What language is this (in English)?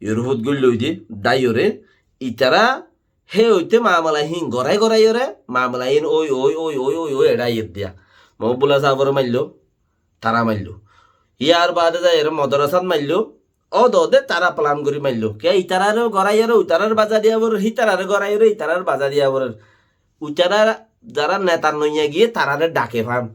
Rohingya